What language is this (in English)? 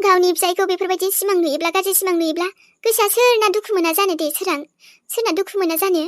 Bodo